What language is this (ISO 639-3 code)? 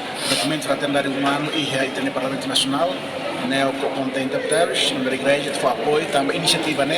tet